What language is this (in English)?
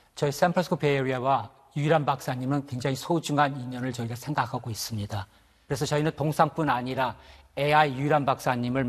Korean